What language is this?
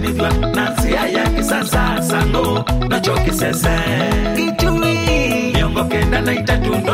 Kamba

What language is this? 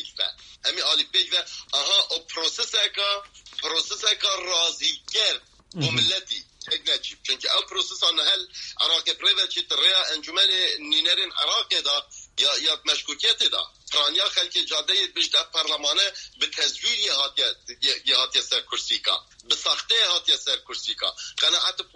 Kurdish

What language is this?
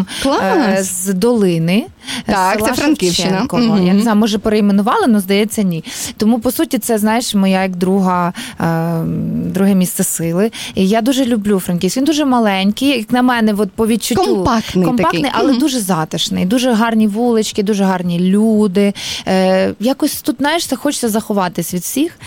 Ukrainian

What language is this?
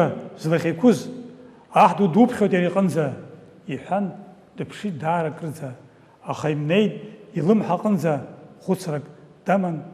Abkhazian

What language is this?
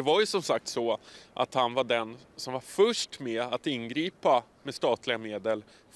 Swedish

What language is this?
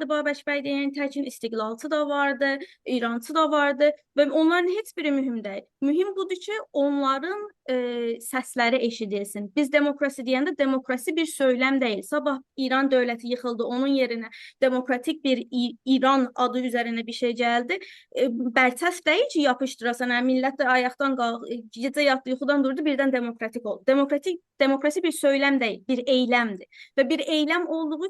South Azerbaijani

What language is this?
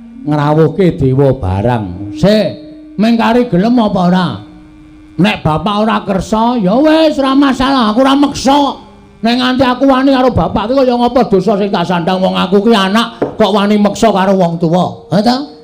Javanese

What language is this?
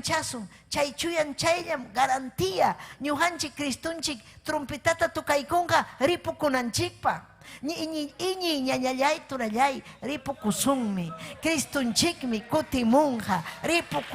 Ayacucho Quechua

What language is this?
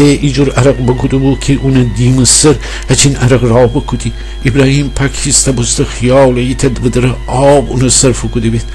Gilaki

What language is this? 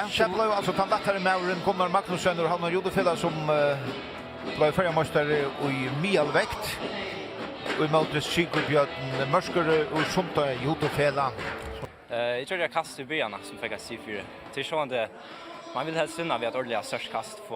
Faroese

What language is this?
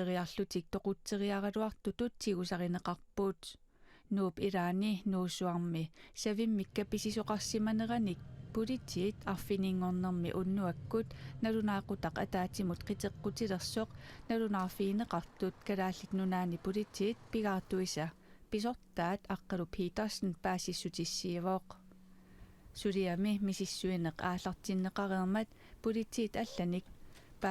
Kalaallisut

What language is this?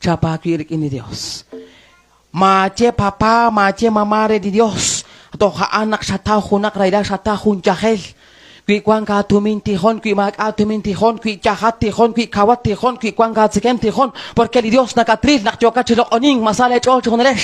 Kekchí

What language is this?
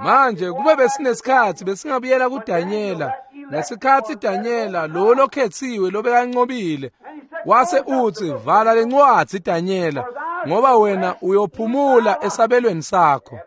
Swati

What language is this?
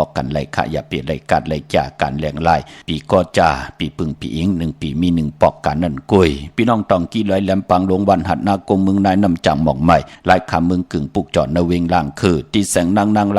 Shan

